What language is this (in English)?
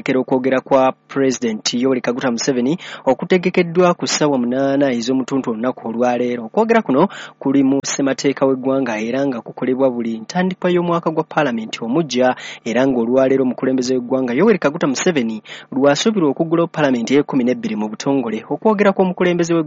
Ganda